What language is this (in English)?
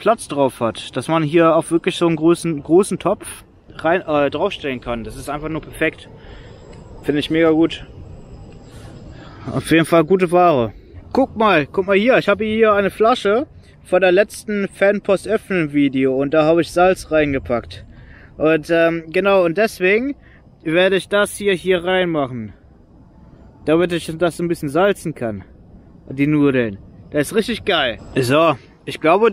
German